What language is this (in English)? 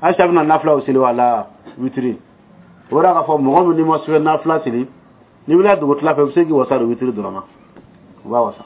Dyula